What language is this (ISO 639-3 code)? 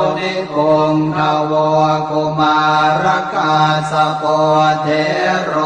pli